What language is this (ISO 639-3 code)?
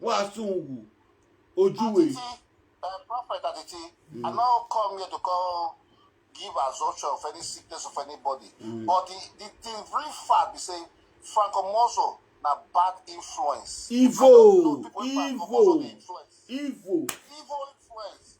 pcm